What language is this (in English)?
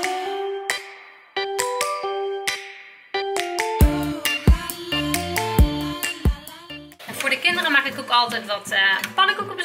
Dutch